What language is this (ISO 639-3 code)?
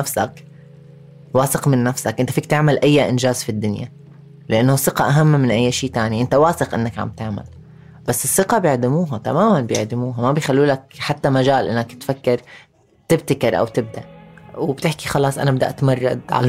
apc